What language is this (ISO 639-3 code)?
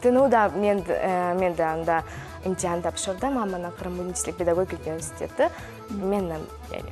crh